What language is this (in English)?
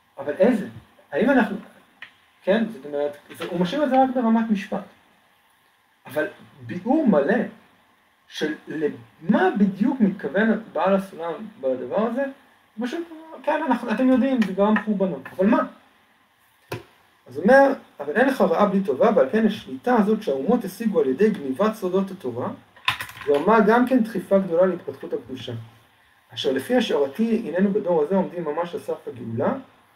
Hebrew